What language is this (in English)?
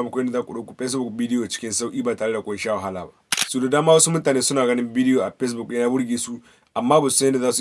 Hausa